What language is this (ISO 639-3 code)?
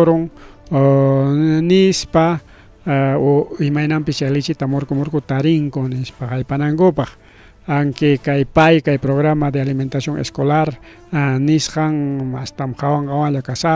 quy